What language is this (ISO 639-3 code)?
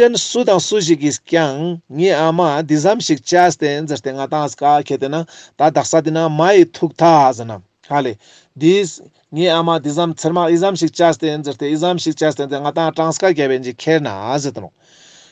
lbj